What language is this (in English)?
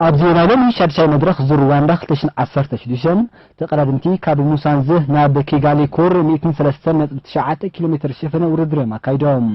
Tigrinya